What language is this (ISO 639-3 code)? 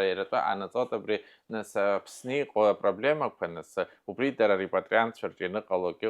abk